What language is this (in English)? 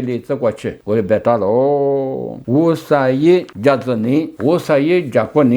Lisu